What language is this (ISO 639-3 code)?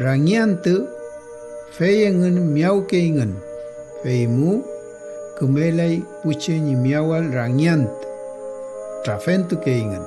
arn